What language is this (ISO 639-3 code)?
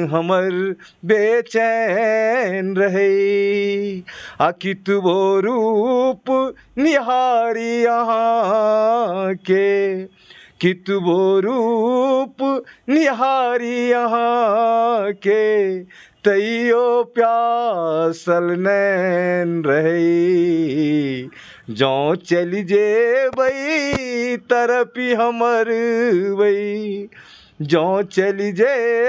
mai